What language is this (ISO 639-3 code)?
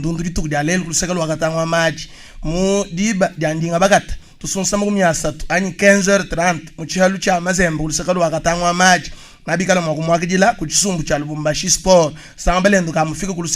lua